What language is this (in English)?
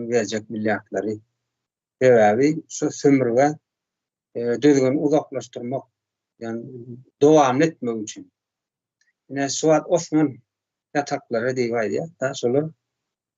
Turkmen